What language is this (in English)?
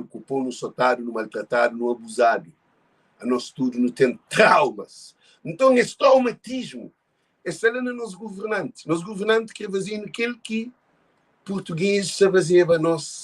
Kabuverdianu